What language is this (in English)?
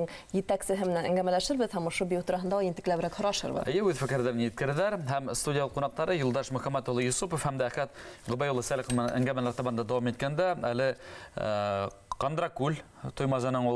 Bashkir